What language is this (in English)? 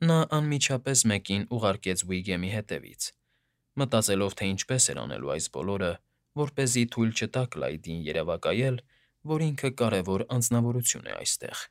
Armenian